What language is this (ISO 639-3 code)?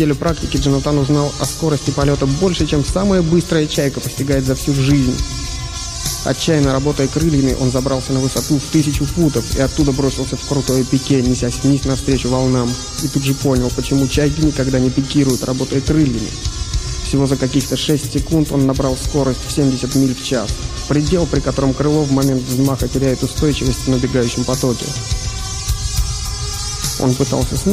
rus